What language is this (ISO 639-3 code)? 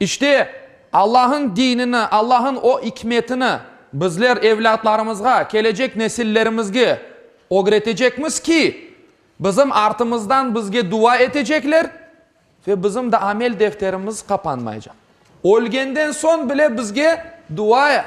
crh